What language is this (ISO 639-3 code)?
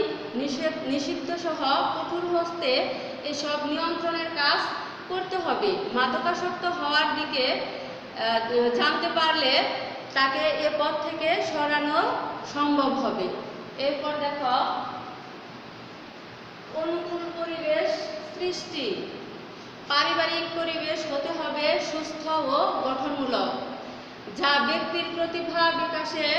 ben